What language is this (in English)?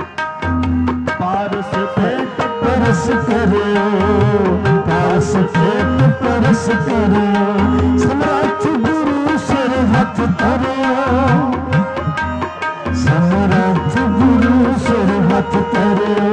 Hindi